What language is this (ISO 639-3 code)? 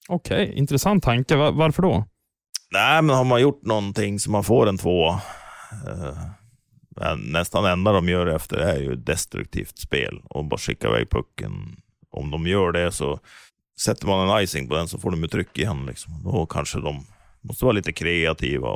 swe